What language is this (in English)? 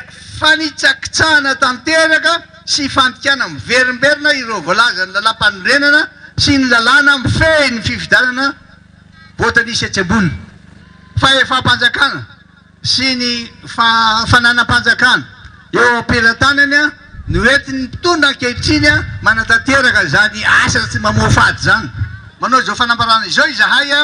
Malagasy